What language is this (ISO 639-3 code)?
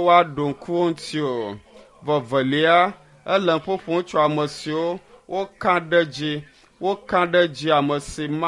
ewe